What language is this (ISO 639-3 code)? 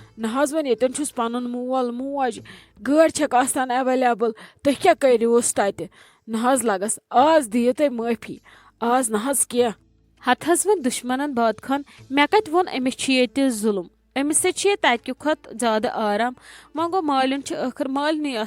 kas